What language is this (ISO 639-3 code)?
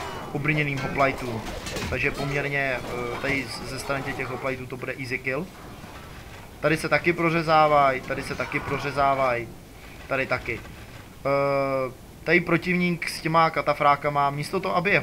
ces